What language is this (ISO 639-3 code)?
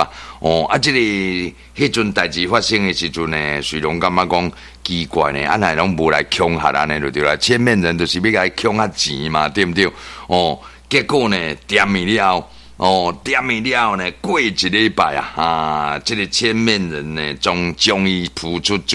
nan